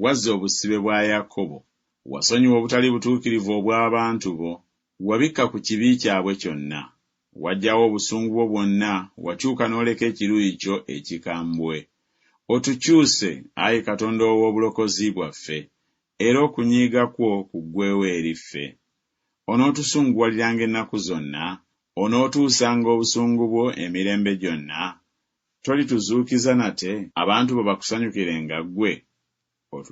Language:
Ganda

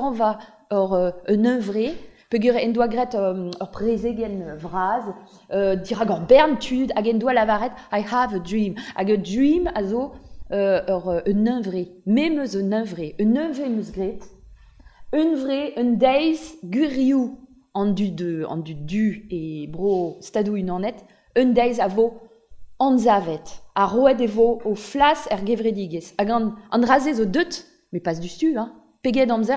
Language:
Breton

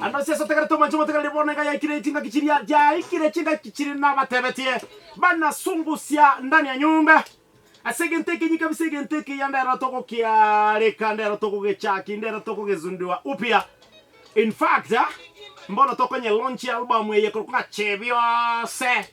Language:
Gusii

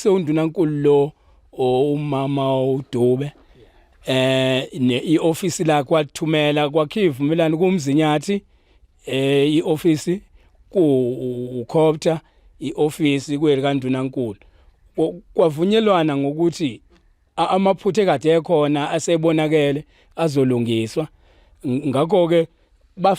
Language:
Zulu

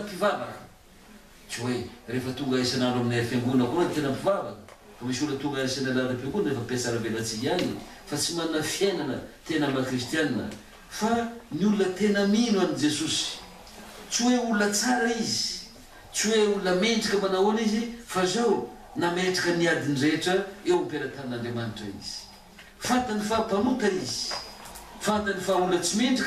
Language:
Malagasy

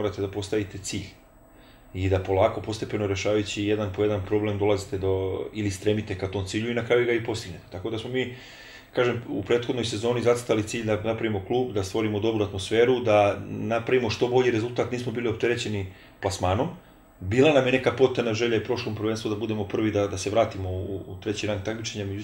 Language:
Serbian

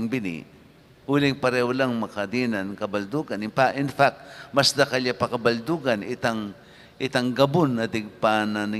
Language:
Pampanga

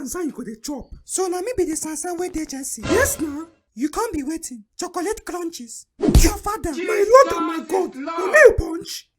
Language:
Nigerian Pidgin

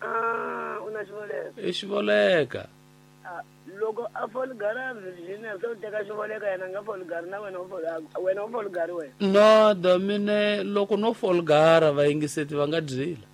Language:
Tsonga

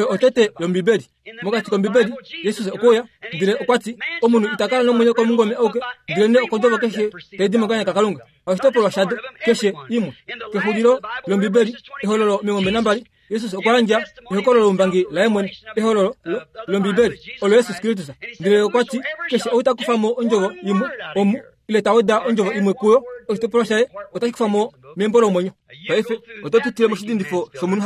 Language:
Kuanyama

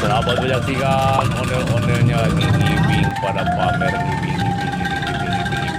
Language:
Betawi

